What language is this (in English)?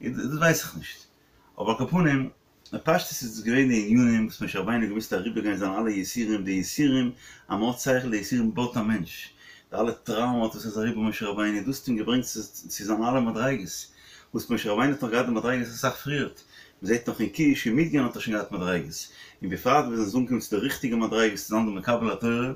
Yiddish